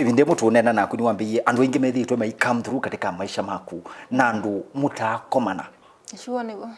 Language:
Kamba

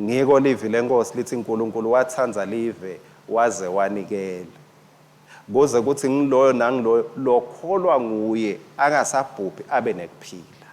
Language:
Swati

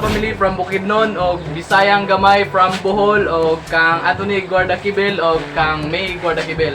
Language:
Cebuano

